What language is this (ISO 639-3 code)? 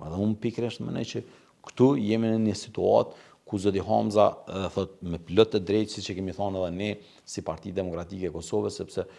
sqi